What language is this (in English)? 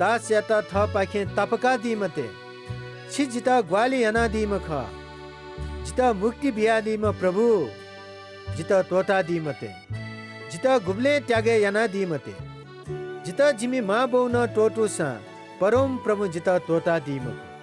Newari